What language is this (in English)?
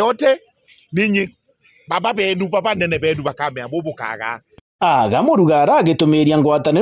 Meru